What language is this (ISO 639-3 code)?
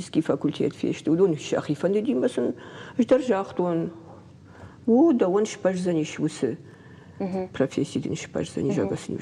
oss